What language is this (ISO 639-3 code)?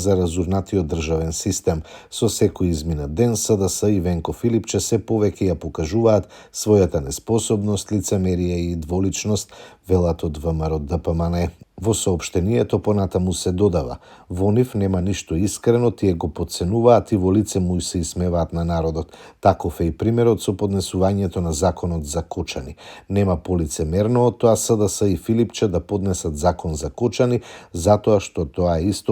mkd